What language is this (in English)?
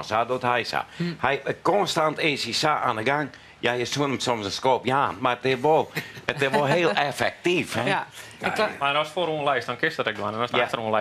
Western Frisian